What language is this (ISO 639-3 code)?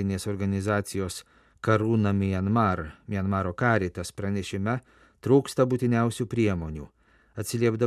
lit